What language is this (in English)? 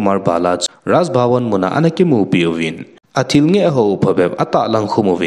Thado Chin